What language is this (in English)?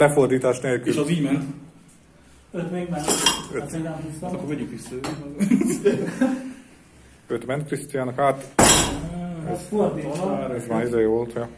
Hungarian